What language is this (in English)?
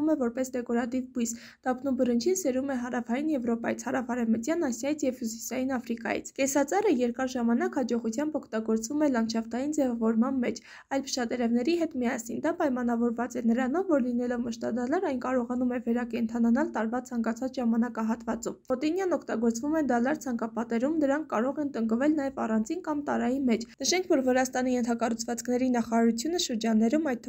Armenian